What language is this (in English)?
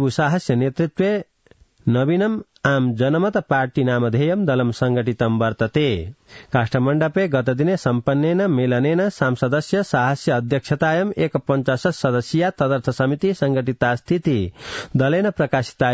Sanskrit